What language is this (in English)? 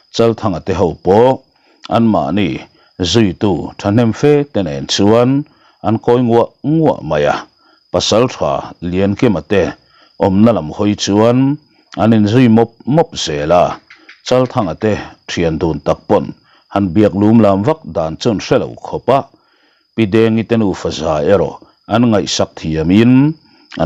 Mizo